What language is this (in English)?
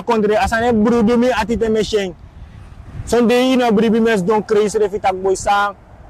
Sranan Tongo